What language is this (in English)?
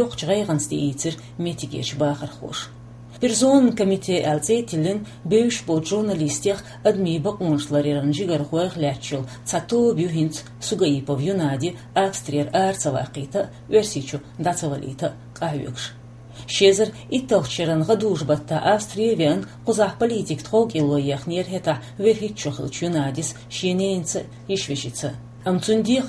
Chechen